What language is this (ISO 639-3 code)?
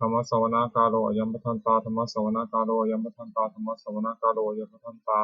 pli